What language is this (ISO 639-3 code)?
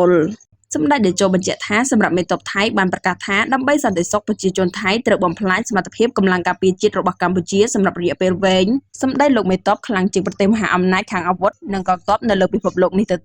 khm